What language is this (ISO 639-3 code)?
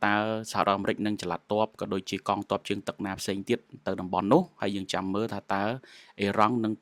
khm